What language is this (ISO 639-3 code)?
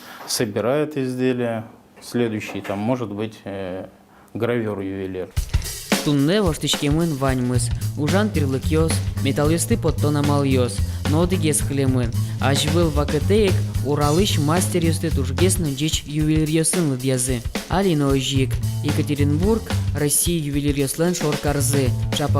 udm